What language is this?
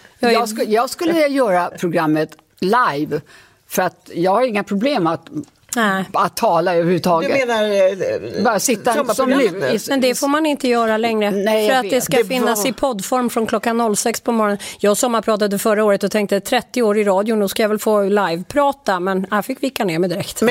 Swedish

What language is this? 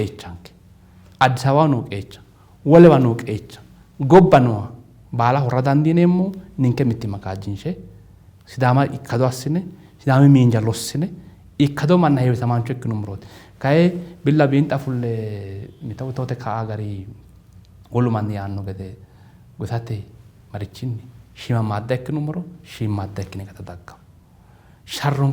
Sidamo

